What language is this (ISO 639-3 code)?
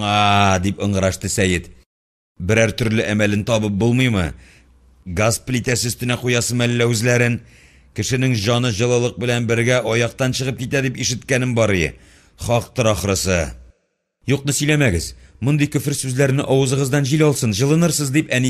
tat